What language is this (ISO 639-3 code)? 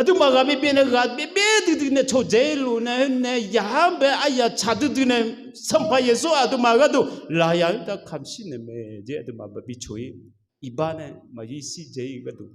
ahk